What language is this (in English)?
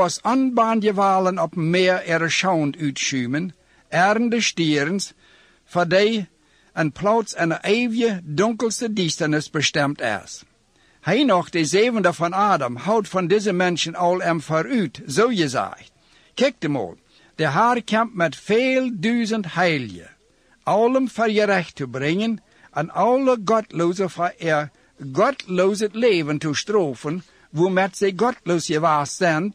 Plautdietsch